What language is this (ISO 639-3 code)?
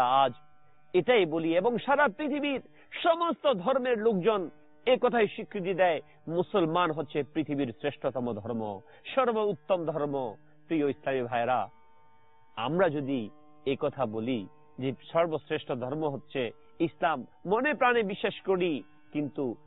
ben